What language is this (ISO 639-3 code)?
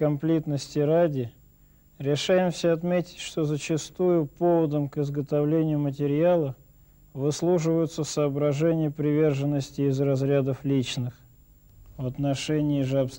rus